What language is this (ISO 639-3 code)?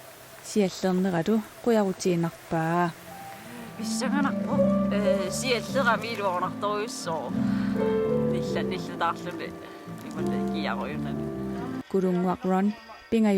kal